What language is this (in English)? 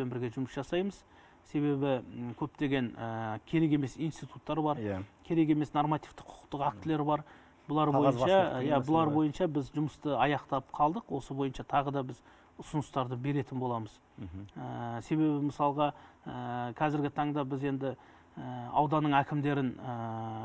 Kazakh